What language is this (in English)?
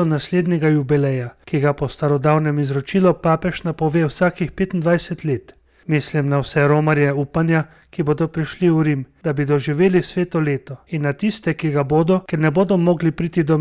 Slovenian